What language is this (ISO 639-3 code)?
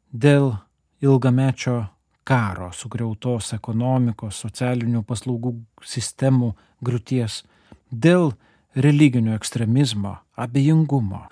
lit